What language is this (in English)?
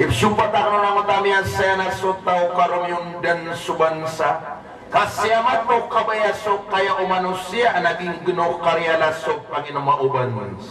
Maranao